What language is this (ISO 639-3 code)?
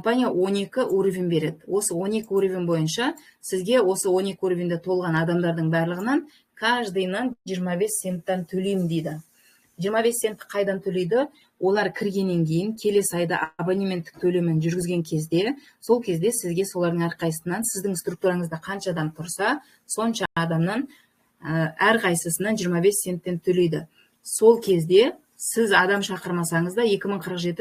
kaz